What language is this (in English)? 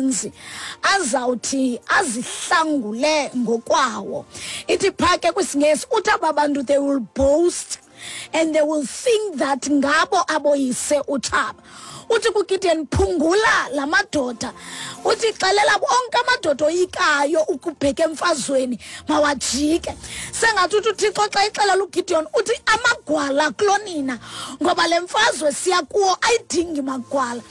Xhosa